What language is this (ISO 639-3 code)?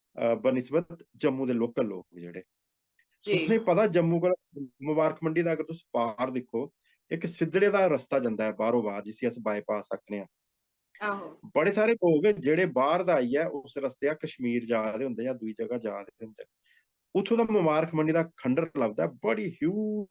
doi